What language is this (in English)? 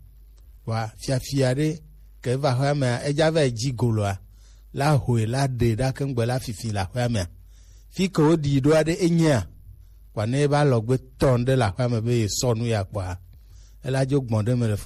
Gen